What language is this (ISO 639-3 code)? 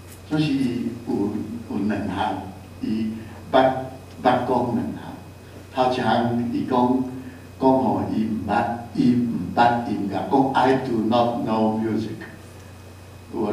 nan